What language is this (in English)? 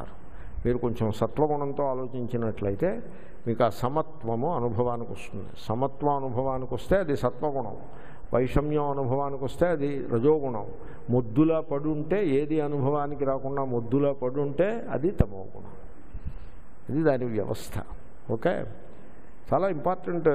Telugu